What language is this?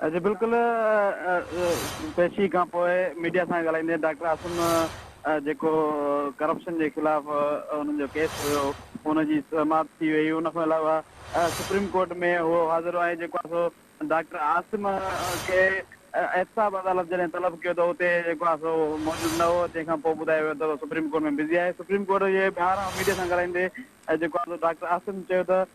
Sindhi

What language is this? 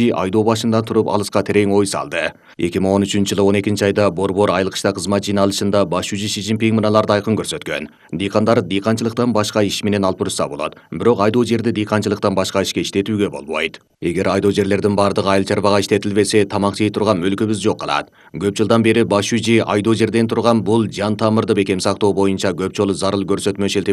Kyrgyz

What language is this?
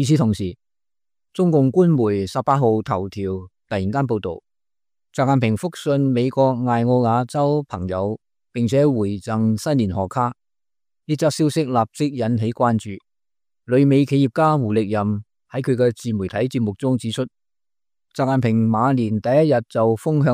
Cantonese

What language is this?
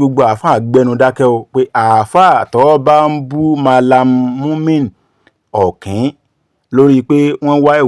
Yoruba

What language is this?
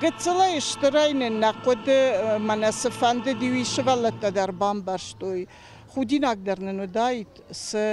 Ossetic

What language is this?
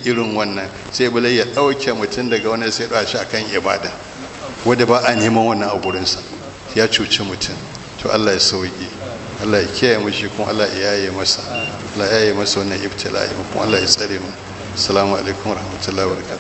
Hausa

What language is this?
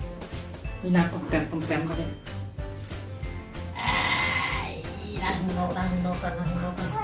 Lao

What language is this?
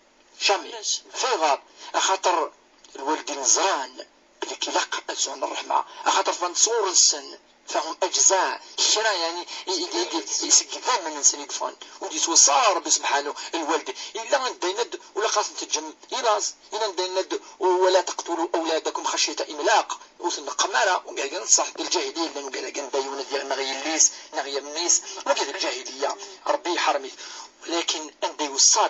Kabyle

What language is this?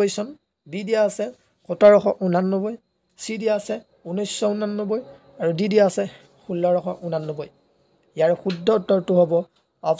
Assamese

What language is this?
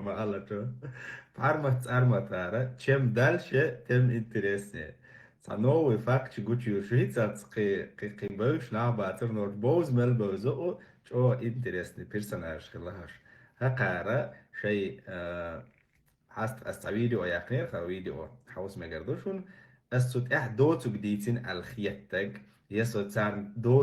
Chechen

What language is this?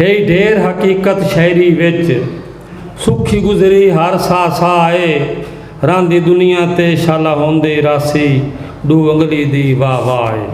Saraiki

